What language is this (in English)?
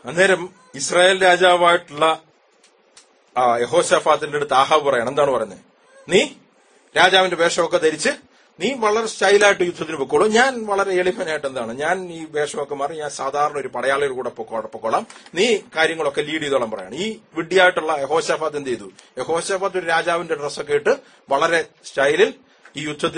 Malayalam